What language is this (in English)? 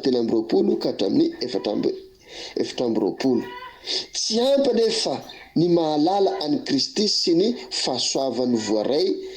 Malagasy